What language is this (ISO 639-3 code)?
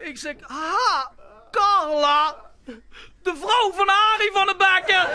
lim